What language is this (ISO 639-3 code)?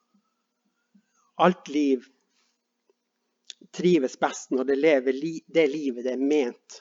nor